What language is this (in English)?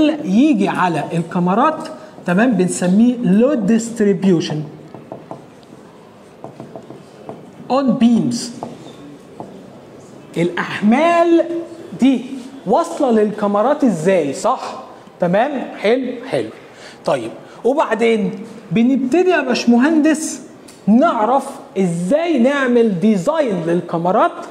Egyptian Arabic